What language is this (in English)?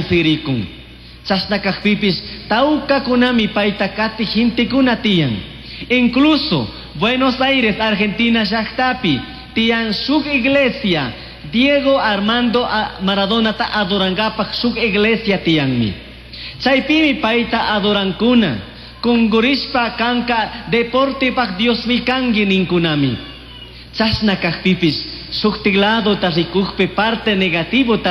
Chimborazo Highland Quichua